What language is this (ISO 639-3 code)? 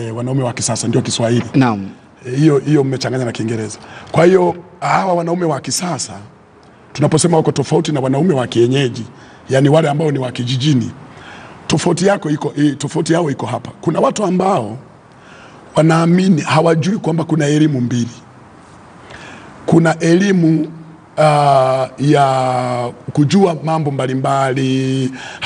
swa